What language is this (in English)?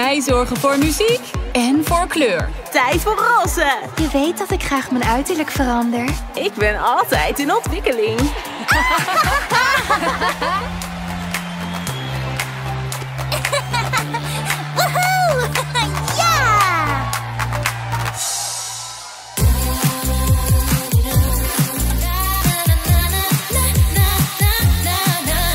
Dutch